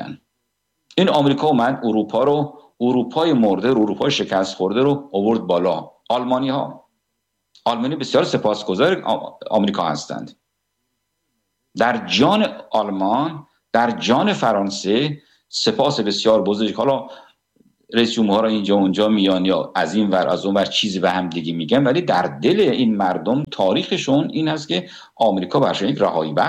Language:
Persian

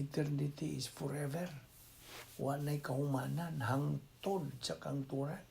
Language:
Cebuano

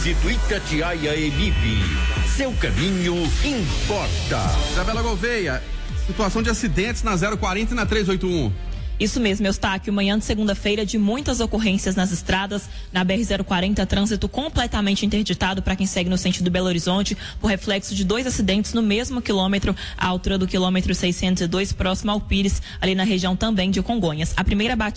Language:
Portuguese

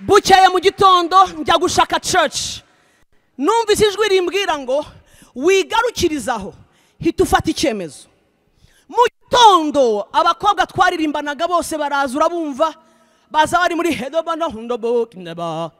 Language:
Kinyarwanda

